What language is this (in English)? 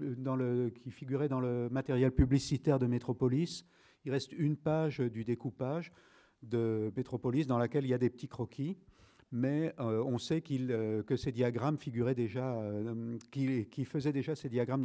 French